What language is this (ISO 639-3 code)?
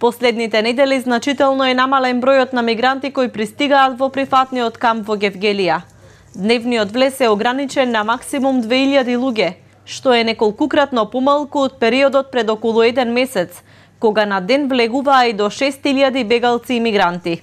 mkd